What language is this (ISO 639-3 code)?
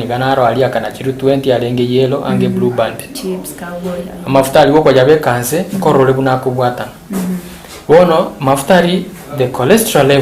guz